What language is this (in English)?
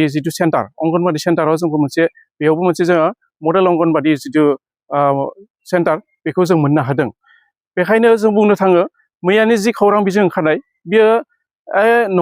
Bodo